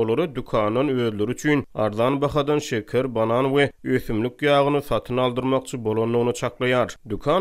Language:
Turkmen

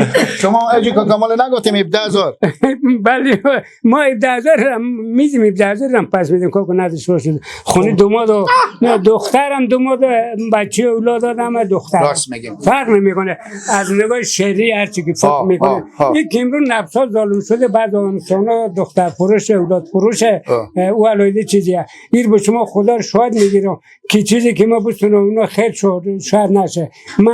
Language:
Persian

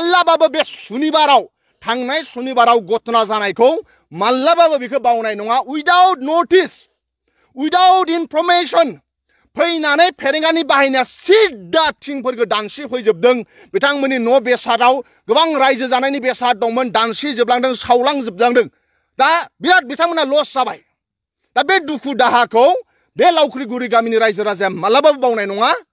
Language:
Bodo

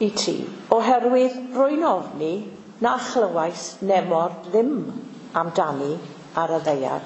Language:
Welsh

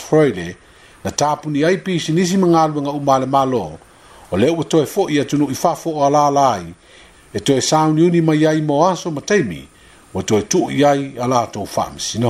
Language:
Samoan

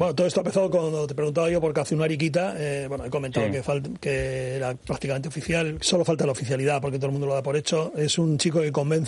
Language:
Spanish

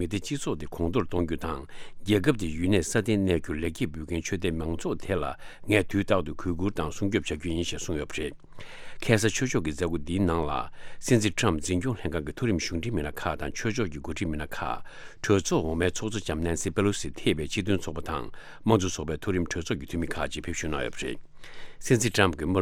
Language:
Tibetan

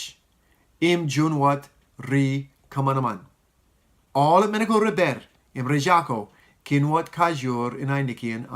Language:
Marshallese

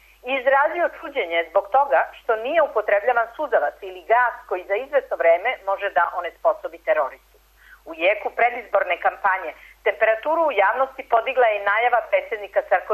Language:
Serbian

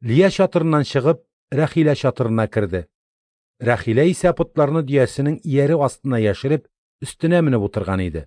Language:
Tatar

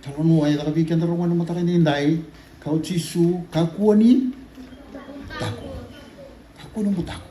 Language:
Fijian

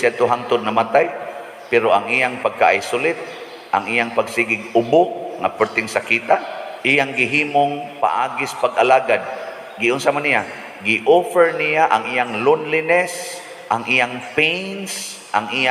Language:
Cebuano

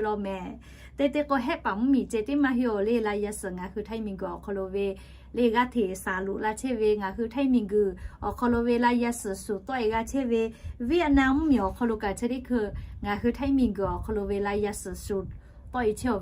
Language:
Lahu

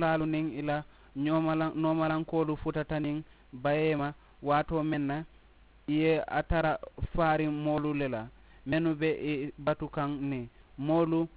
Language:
Mandingo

